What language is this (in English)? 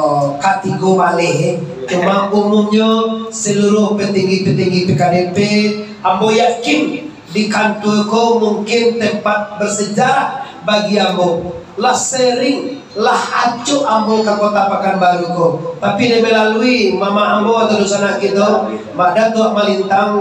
Minangkabau